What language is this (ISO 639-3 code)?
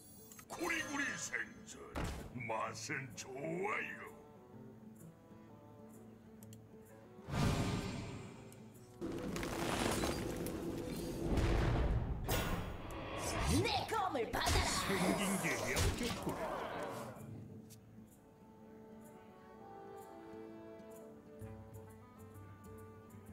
kor